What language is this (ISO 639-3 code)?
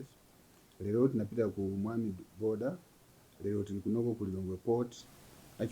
nya